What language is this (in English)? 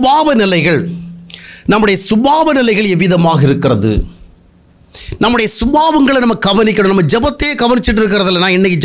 Tamil